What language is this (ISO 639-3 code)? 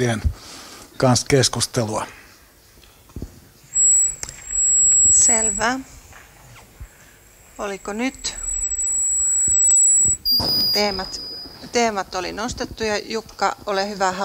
fin